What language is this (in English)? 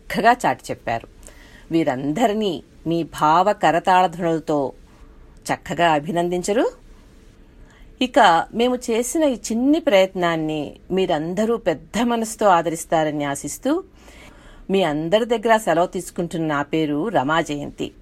Telugu